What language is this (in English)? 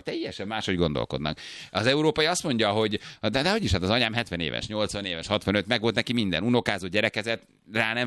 Hungarian